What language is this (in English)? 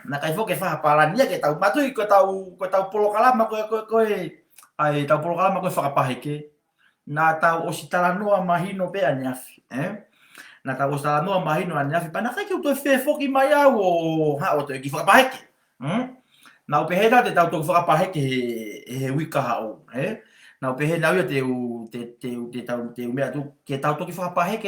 Tongan